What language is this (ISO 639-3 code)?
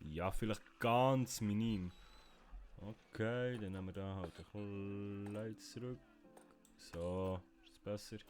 gsw